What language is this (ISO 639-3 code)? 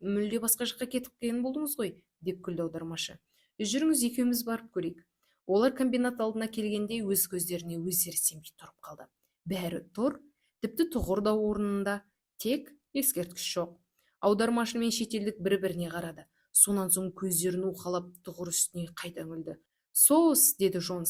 kaz